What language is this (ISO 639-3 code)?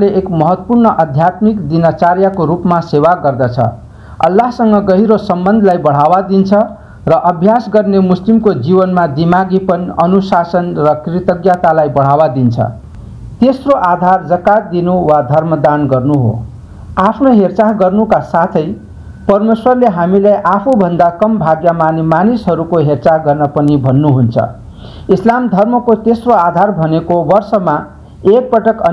nep